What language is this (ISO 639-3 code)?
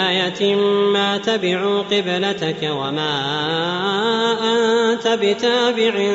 ara